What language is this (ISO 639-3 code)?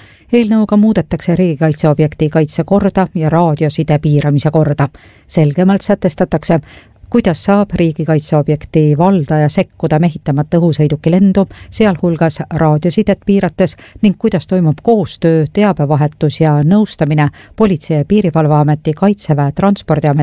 est